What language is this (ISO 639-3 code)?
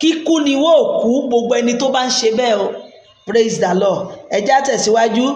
yor